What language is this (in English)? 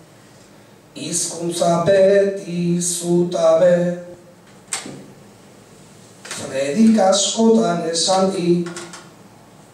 Basque